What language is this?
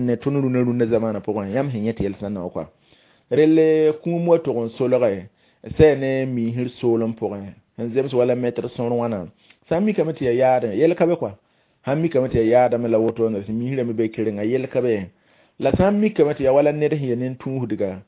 Mossi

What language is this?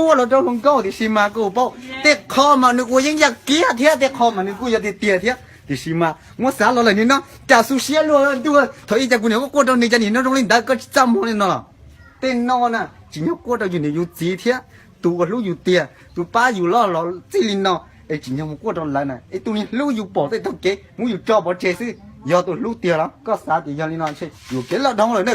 Hmong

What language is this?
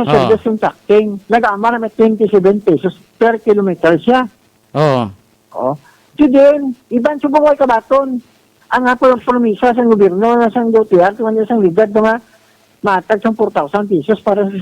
Hiligaynon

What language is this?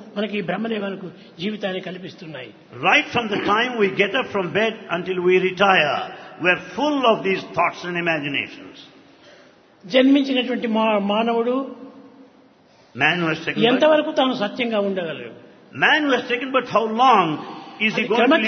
Telugu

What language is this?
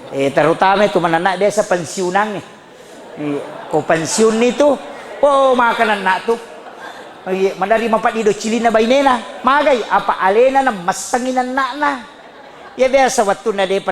Buginese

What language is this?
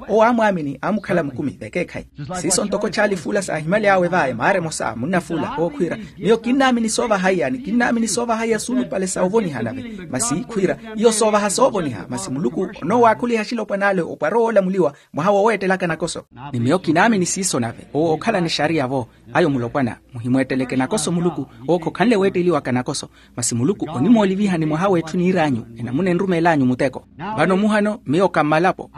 Makhuwa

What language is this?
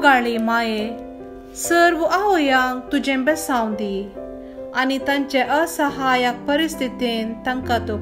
Konkani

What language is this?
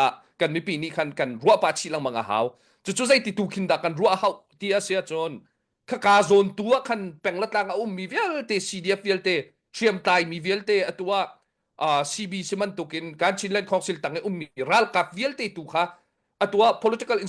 Hakha Chin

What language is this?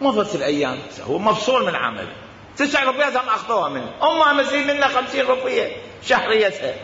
Mesopotamian Arabic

